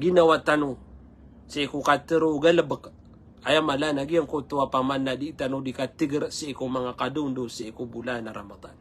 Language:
Maranao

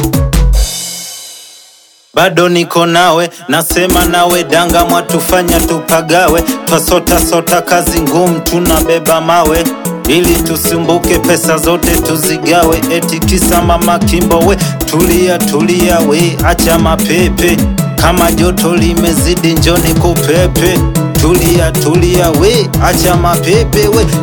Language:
Swahili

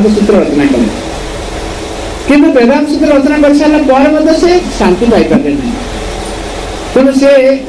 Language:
Odia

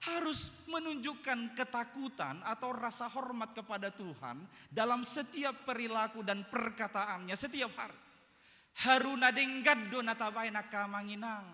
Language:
Batak Toba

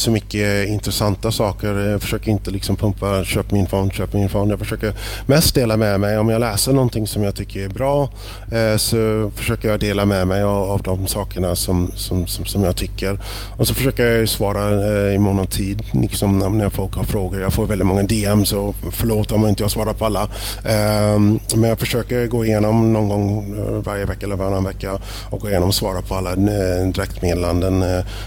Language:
Swedish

